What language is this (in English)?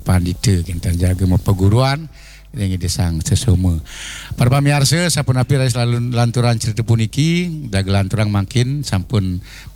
Balinese